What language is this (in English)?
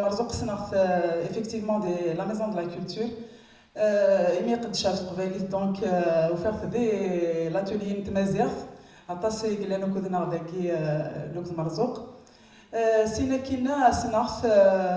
Kabyle